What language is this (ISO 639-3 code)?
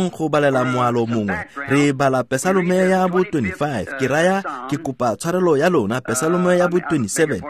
tsn